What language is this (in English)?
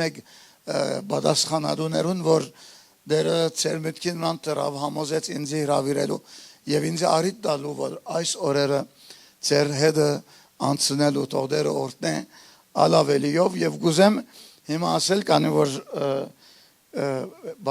Western Armenian